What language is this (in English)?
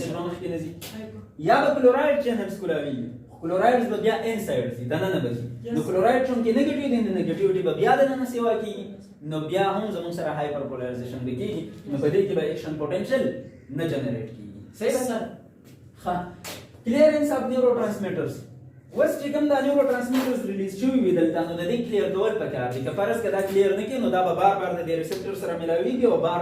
Pashto